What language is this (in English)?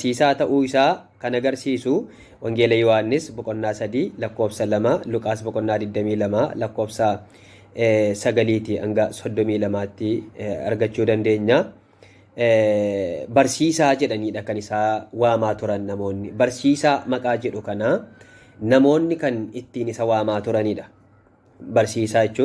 Oromo